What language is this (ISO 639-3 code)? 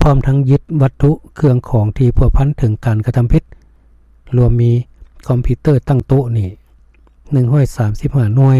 lao